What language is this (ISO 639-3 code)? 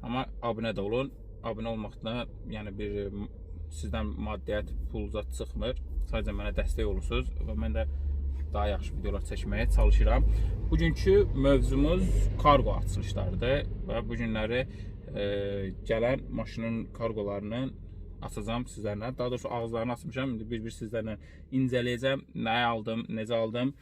aze